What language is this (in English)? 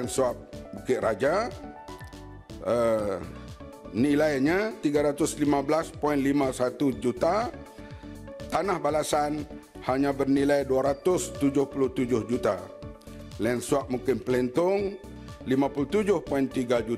Malay